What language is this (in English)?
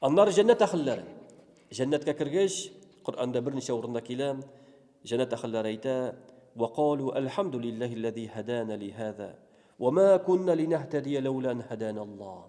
Tatar